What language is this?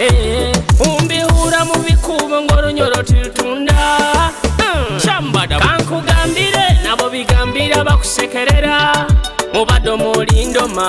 Nyoro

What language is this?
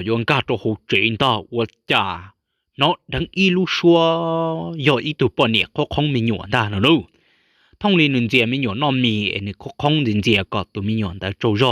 Hmong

